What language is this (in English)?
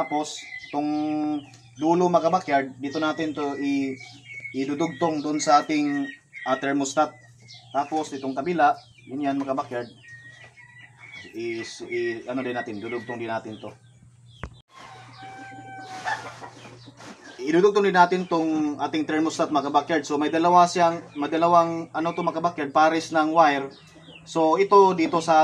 Filipino